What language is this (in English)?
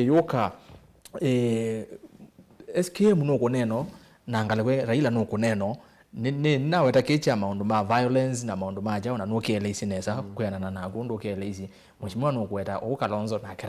Kamba